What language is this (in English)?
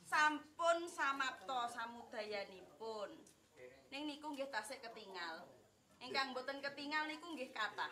Javanese